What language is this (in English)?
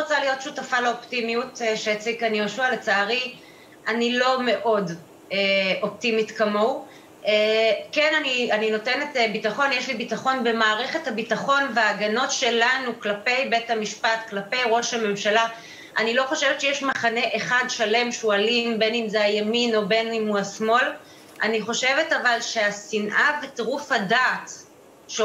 Hebrew